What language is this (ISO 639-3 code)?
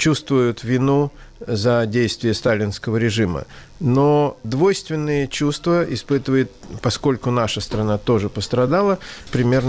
rus